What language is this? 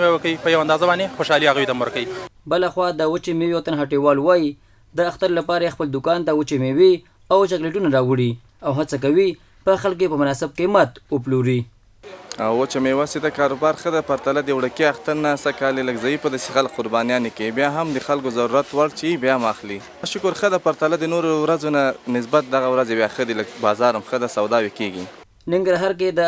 Pashto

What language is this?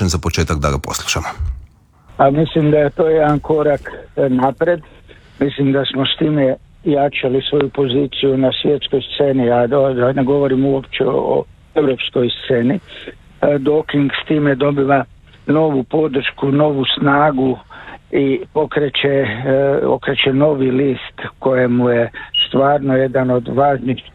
Croatian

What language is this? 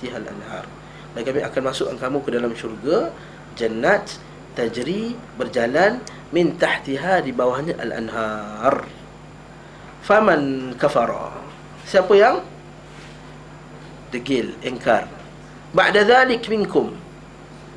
Malay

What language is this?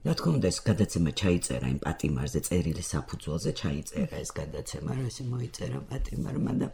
Georgian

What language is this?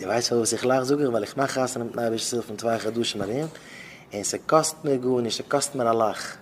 Yiddish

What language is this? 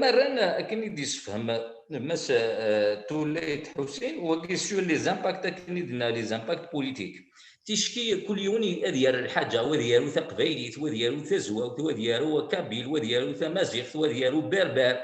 Kabyle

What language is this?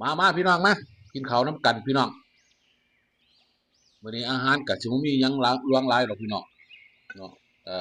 Lao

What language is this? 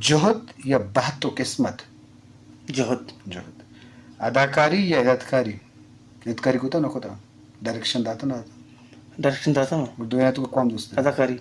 Eastern Balochi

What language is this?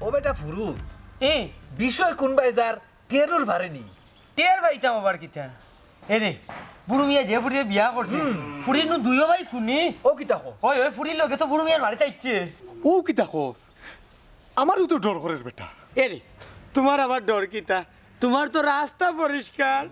Sylheti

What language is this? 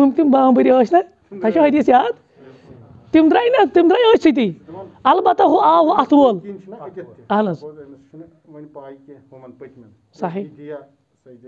Kashmiri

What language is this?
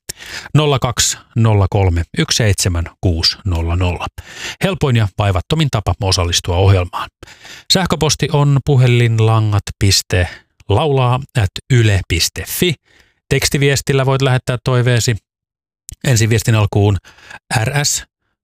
Finnish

